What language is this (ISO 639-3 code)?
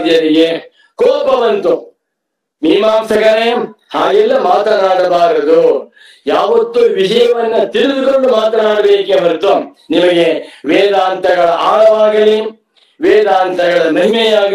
kan